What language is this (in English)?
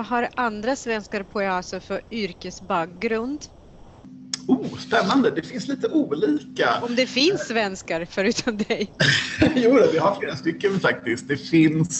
Swedish